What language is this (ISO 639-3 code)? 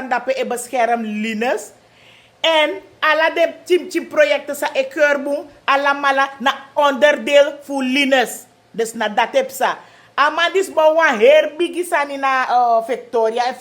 srn